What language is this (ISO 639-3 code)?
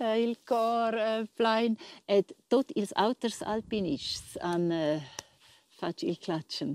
roh